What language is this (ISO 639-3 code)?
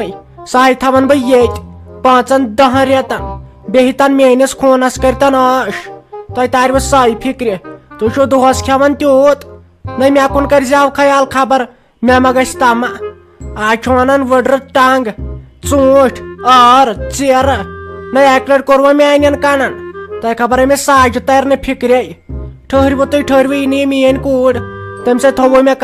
kas